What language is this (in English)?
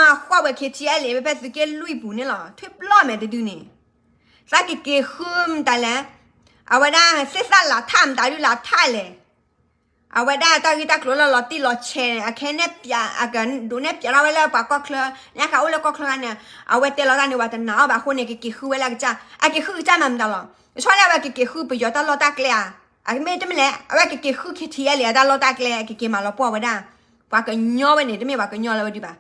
S'gaw Karen